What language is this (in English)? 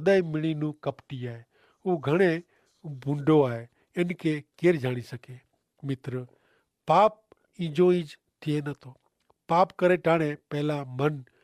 Kachhi